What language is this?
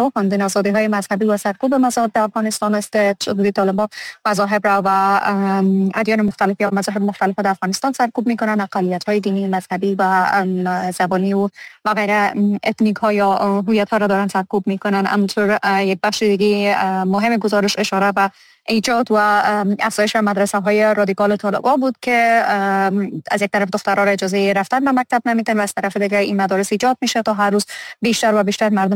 Persian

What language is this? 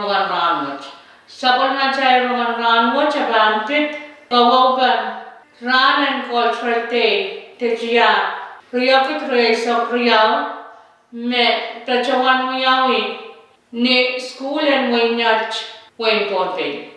Pohnpeian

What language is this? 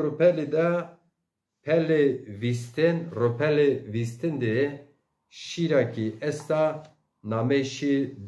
Zaza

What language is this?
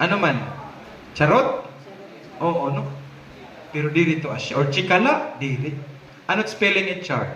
Waray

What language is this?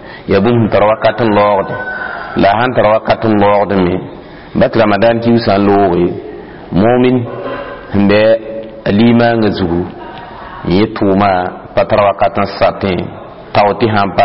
Mossi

